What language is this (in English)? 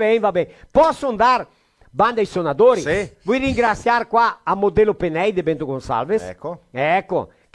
Venetian